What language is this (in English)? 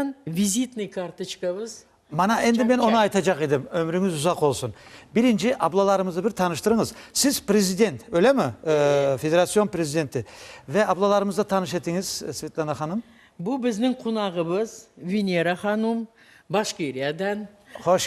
Crimean Tatar